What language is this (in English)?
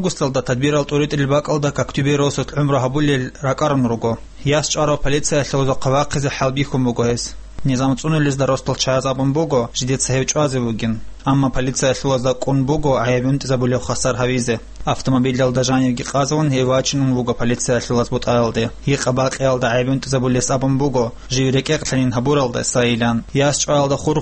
Avaric